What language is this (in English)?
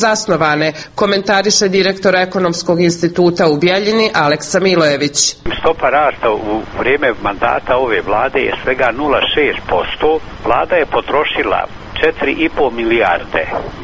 Serbian